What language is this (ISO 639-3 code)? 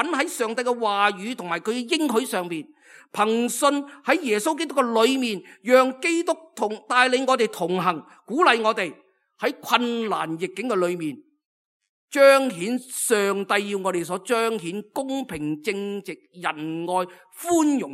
yue